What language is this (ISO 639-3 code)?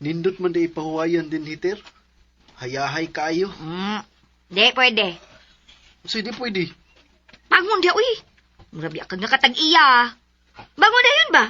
ceb